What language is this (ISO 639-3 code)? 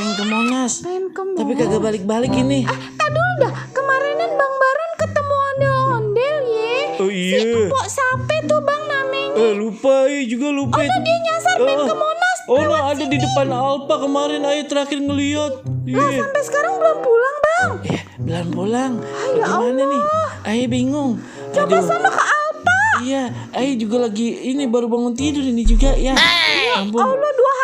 bew